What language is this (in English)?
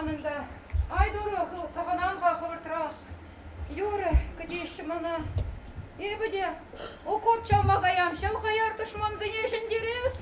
Chuvash